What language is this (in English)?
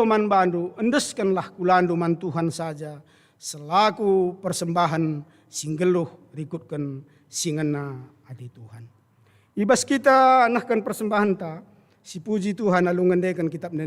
Batak Karo